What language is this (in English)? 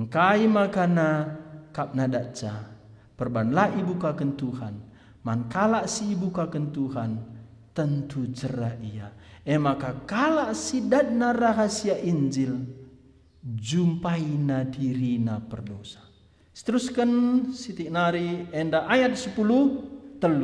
Batak Karo